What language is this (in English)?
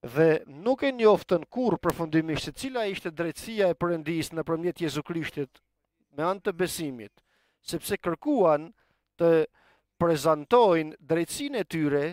Albanian